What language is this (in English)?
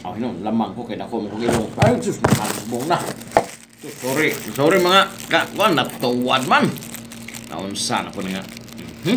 Cebuano